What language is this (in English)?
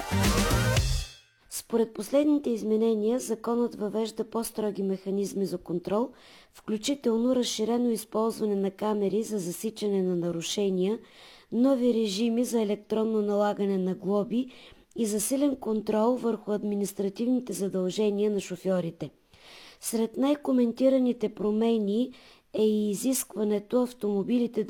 Bulgarian